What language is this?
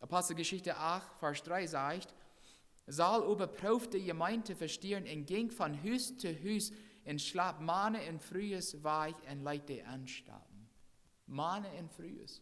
Plautdietsch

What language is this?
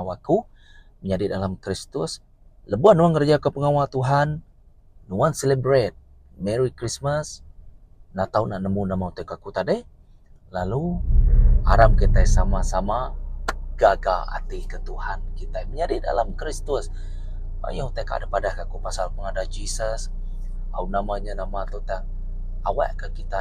Iban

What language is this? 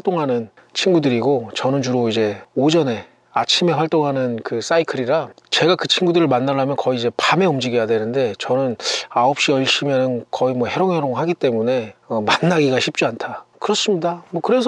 Korean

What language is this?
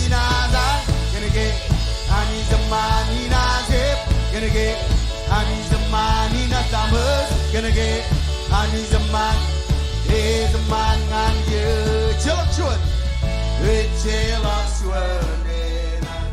Marshallese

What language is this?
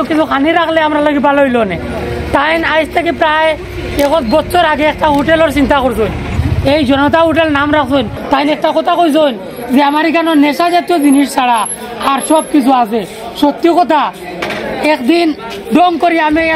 Sylheti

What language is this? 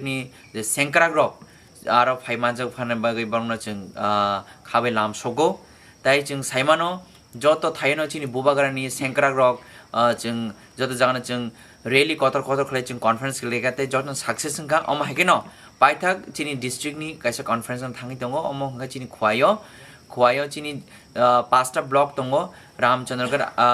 Kok Borok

